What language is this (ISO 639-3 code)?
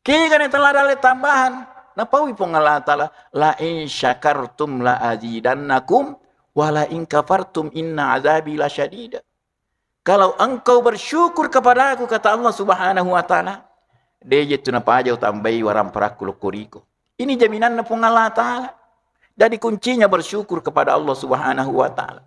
bug